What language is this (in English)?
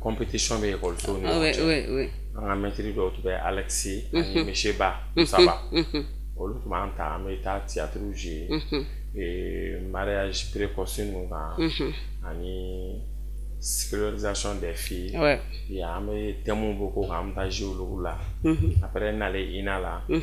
Bambara